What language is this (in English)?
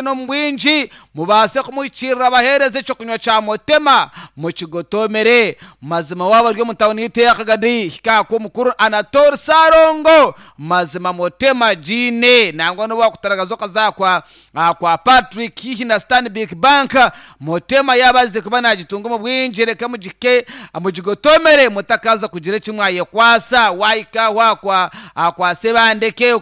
Nyankole